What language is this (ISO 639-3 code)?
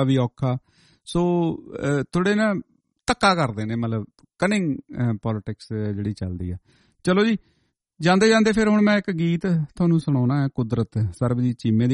pan